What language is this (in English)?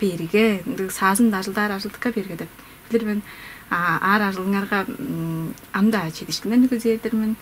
Tuvinian